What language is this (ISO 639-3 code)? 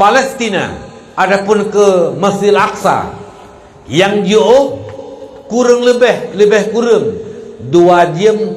ace